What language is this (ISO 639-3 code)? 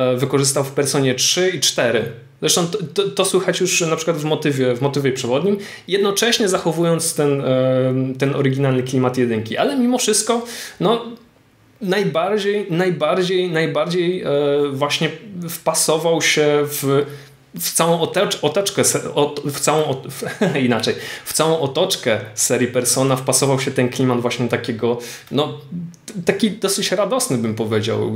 pol